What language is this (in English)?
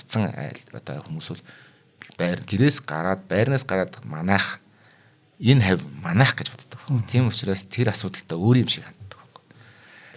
Mongolian